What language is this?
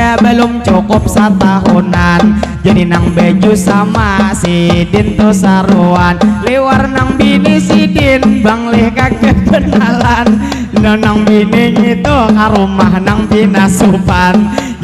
Banjar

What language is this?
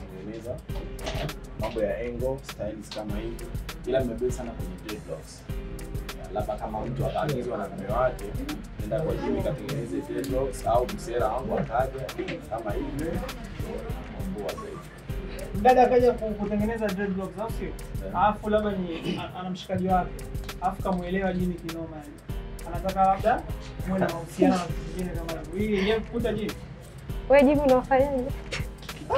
Swahili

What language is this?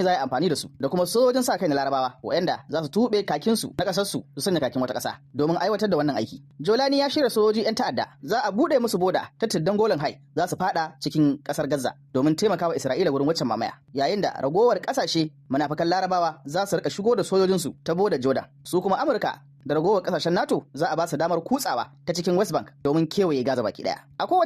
Hausa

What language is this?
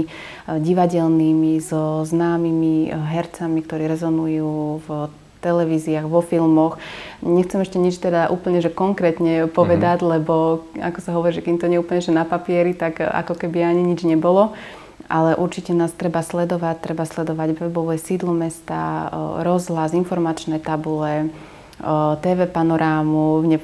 Slovak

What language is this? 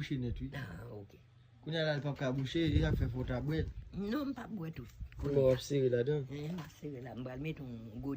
Haitian Creole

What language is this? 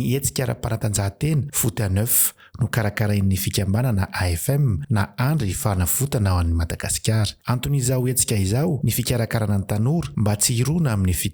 Malagasy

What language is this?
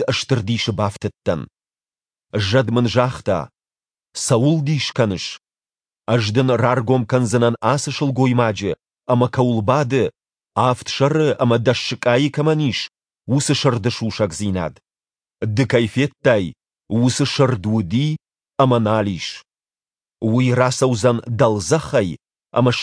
Ossetic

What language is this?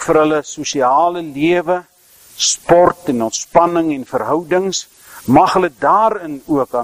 Afrikaans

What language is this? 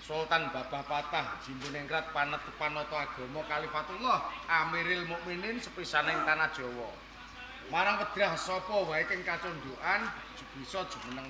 Javanese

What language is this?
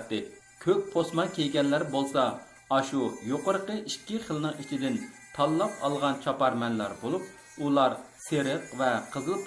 Uyghur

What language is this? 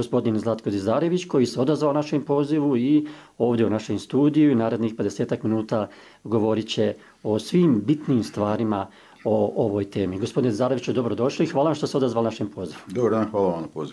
Bosnian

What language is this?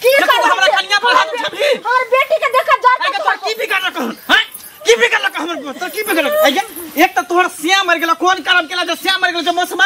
Maithili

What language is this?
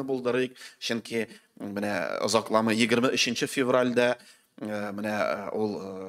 Tatar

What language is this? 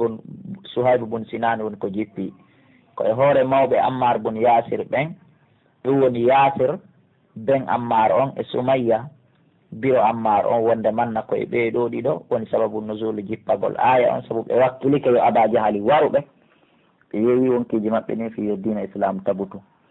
Pular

